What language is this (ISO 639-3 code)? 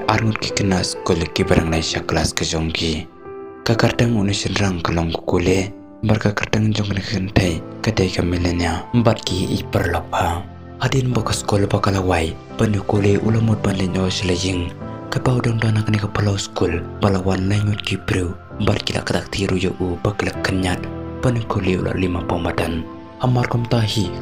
kha